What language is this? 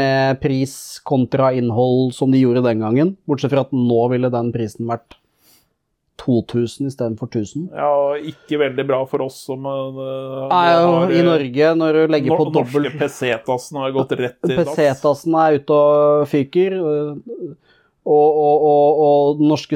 Norwegian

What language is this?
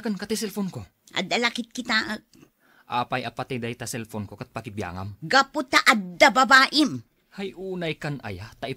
Iloko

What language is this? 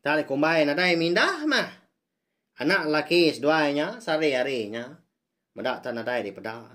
Iban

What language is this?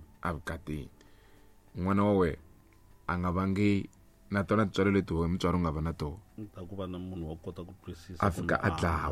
Tsonga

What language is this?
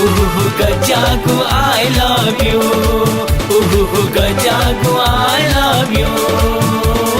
Newari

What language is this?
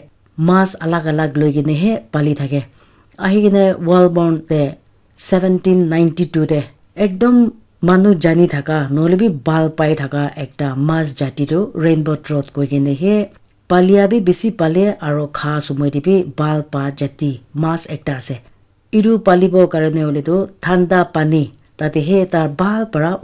Naga Pidgin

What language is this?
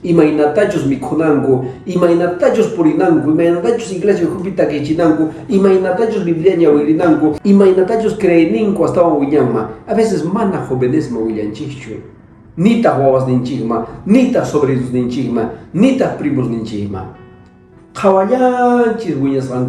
Quechua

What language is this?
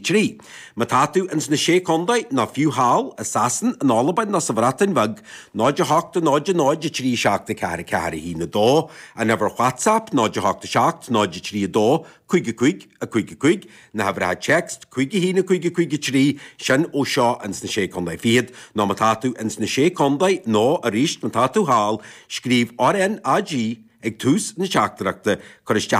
Irish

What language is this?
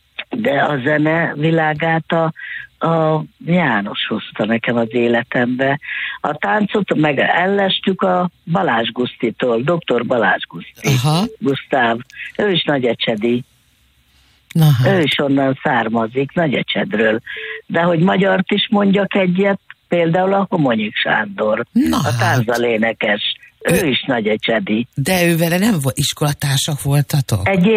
Hungarian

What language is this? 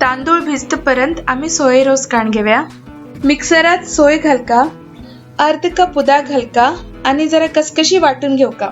Konkani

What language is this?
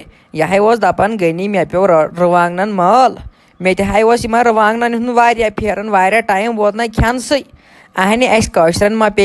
Kashmiri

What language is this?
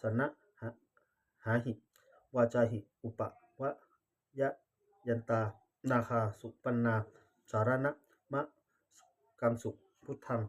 Pali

